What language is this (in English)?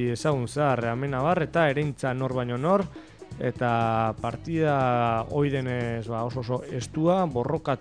Basque